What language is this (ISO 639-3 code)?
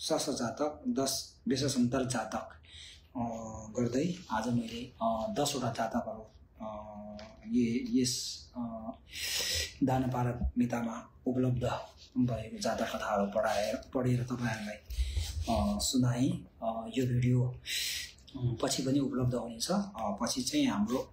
nep